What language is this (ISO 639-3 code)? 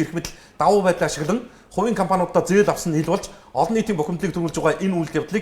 mon